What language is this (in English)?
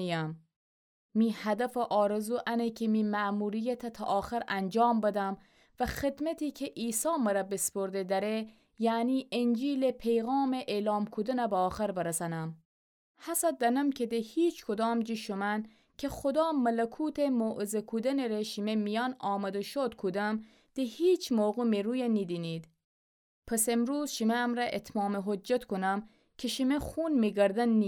Gilaki